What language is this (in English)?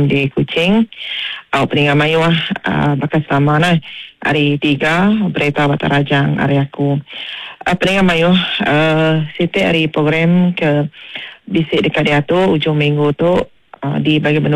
Iban